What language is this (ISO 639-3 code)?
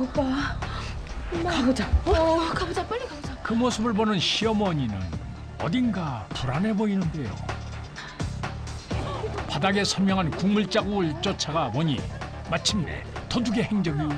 kor